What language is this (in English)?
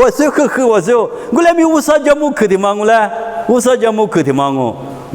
Lisu